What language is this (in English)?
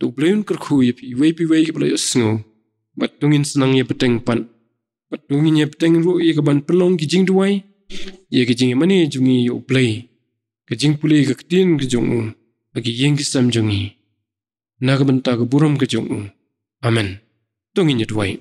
Khasi